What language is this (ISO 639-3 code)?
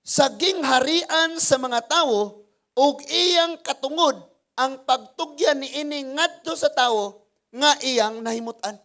ceb